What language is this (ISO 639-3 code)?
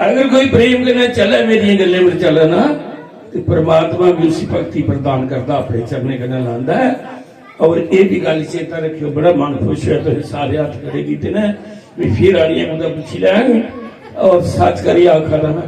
doi